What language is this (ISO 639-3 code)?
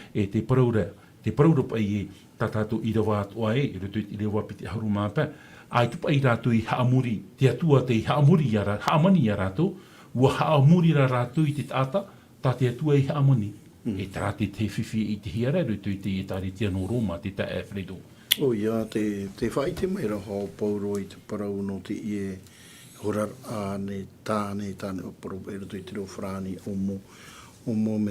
tah